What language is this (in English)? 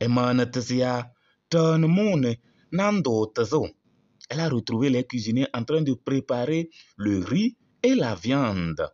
Kabiyè